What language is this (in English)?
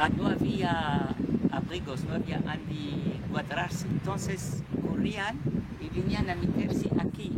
Ladino